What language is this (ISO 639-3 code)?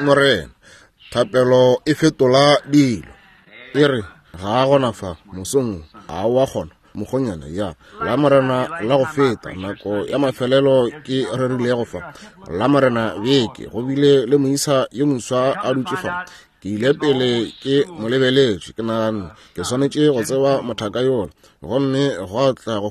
nso